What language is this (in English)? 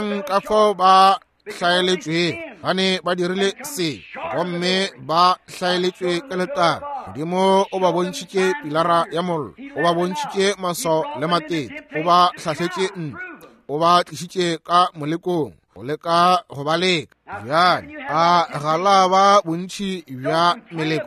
Northern Sotho